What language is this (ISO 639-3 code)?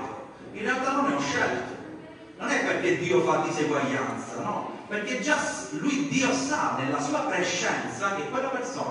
ita